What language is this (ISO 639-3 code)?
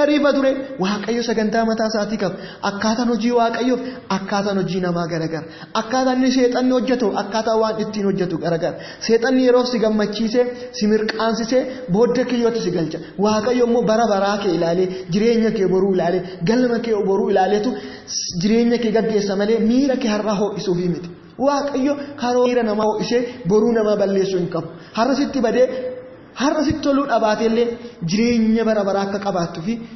orm